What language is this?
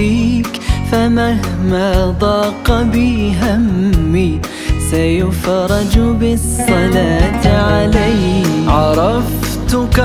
Arabic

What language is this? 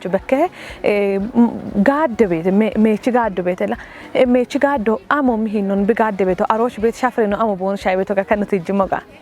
Kafa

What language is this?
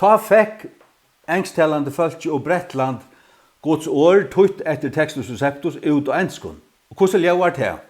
Faroese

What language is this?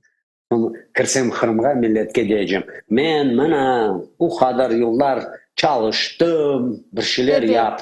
Crimean Tatar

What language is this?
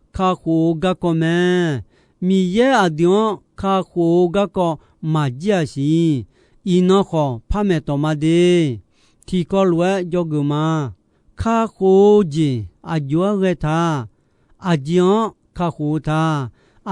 Akha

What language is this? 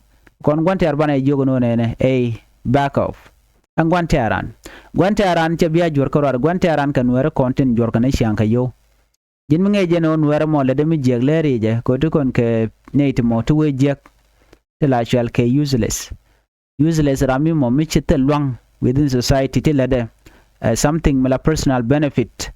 Nuer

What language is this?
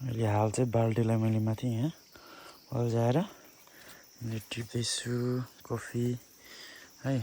Nepali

